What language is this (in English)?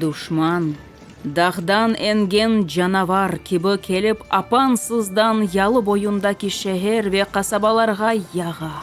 Crimean Tatar